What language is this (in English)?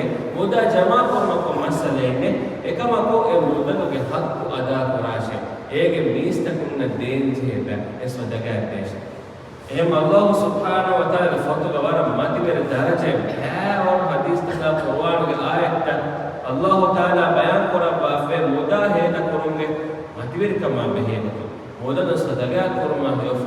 Divehi